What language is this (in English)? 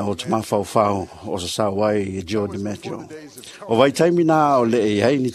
Samoan